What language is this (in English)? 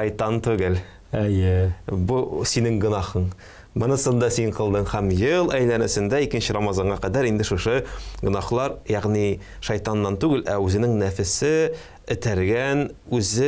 Tatar